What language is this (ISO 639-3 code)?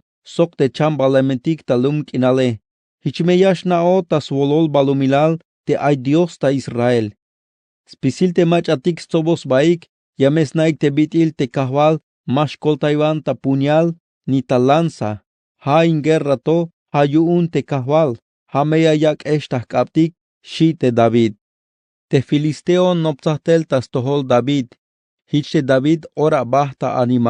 tzh